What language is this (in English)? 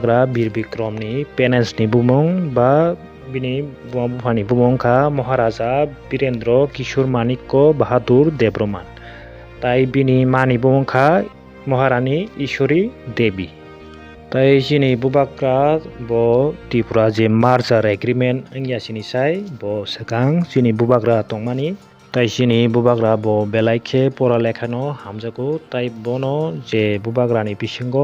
Kok Borok